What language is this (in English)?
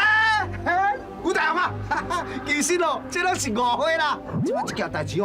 Min Nan Chinese